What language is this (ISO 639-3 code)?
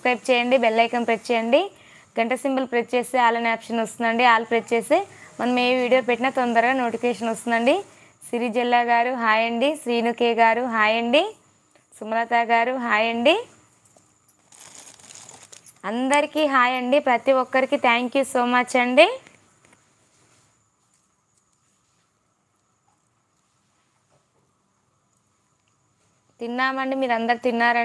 tel